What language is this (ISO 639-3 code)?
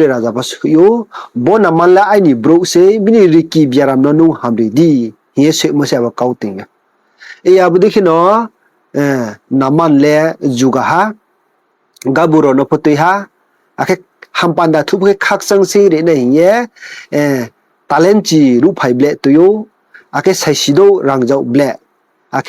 ria